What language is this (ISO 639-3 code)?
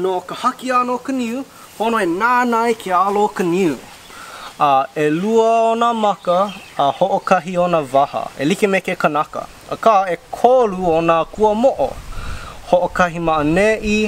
haw